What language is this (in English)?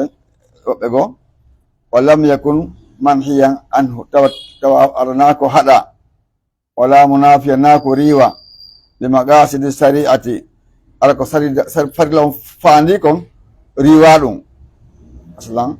Pular